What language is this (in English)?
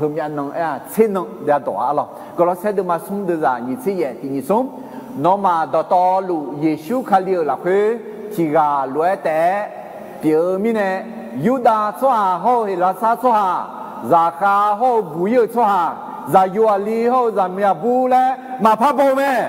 Akha